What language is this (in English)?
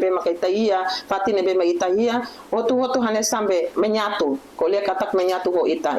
Tetum